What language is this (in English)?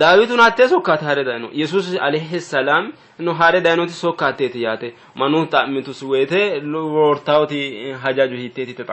Sidamo